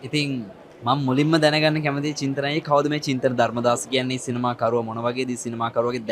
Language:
Sinhala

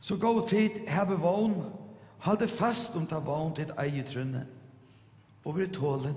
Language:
Faroese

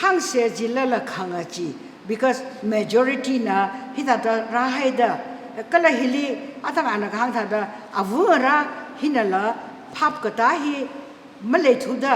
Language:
Tangkhul Naga (India)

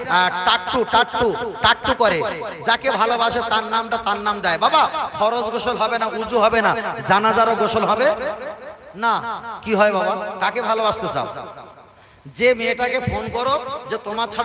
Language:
Bangla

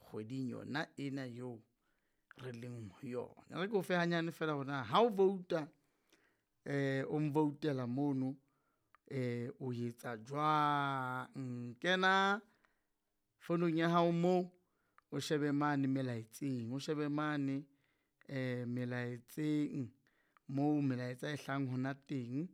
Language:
Southern Sotho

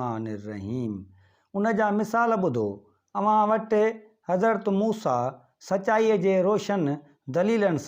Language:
Sindhi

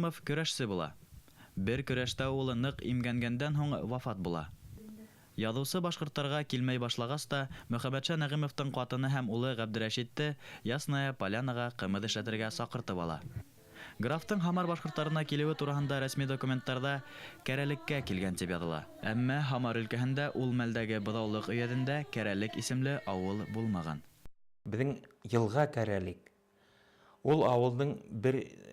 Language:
Bashkir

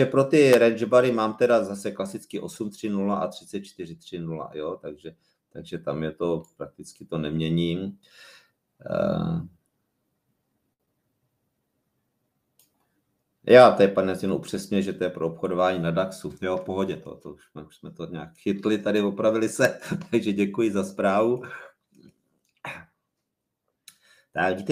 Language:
Czech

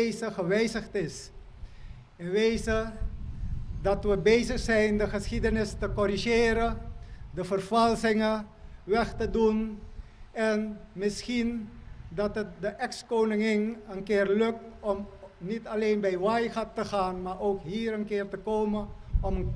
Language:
Papiamento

